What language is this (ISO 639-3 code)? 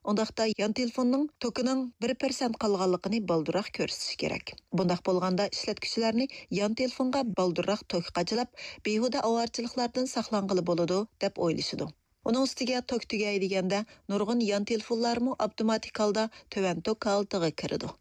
uig